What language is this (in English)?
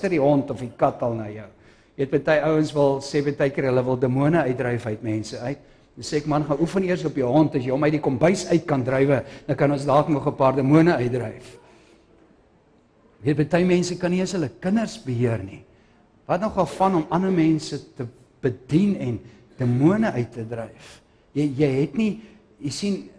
Afrikaans